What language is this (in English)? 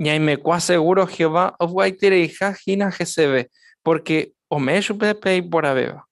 Guarani